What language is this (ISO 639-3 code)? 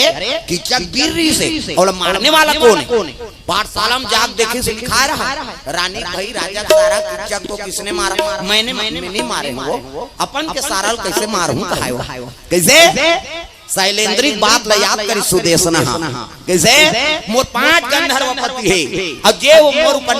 hne